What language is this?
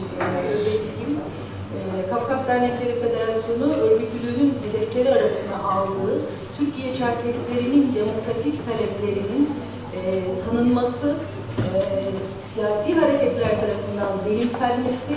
Turkish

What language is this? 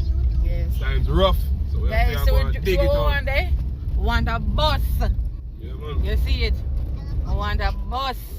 Jamaican Creole English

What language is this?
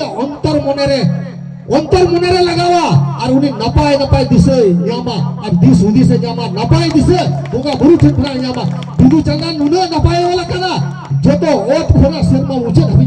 Santali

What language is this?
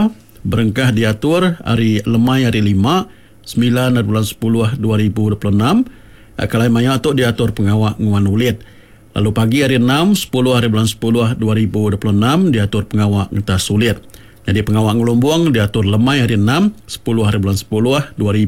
Iban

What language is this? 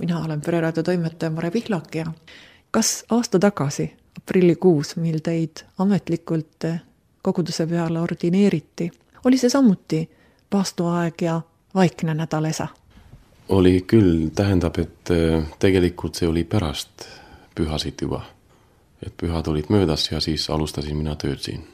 Estonian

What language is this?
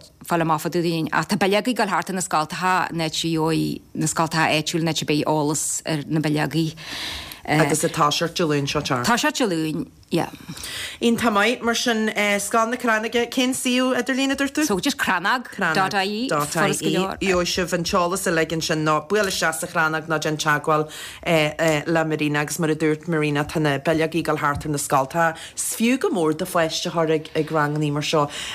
Irish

